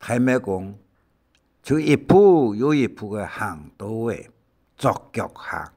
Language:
Hakka Chinese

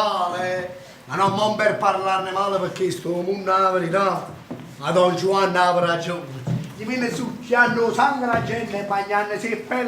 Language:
Neapolitan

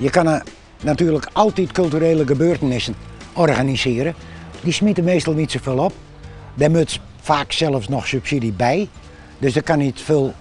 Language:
Western Frisian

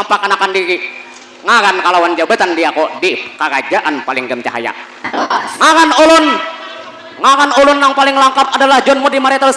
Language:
Banjar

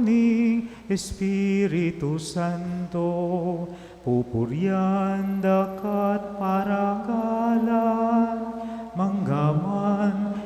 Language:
Pampanga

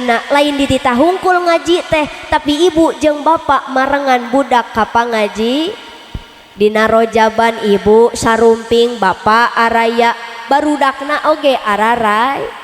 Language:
Sundanese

